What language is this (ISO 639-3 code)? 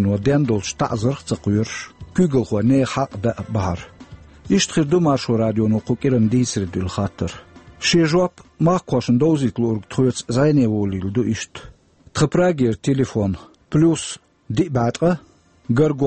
che